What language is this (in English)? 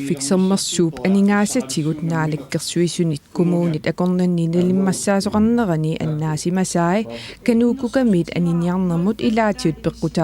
Kalaallisut